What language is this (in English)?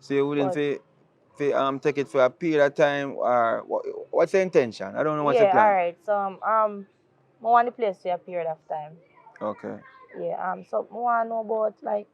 Jamaican Creole English